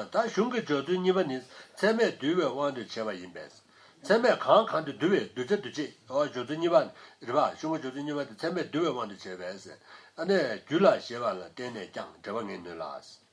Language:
Tibetan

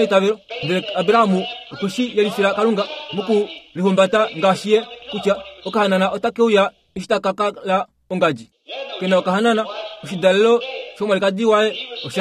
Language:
Kuanyama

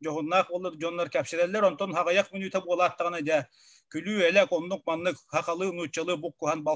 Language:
Yakut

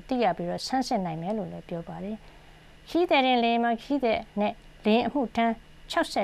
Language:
Burmese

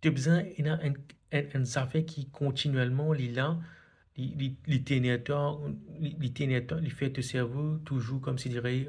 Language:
Morisyen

